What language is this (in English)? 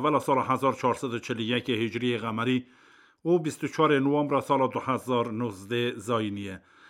Kurdish